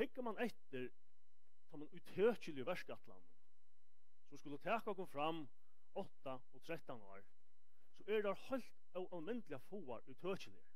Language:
Faroese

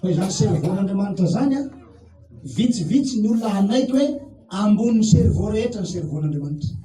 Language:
Malagasy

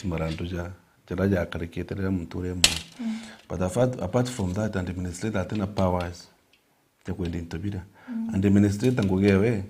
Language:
Meru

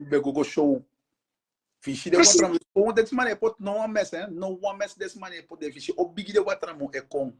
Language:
Sranan Tongo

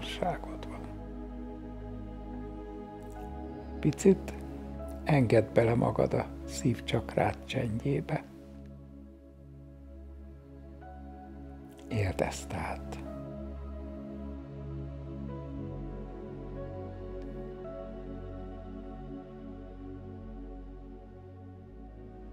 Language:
Hungarian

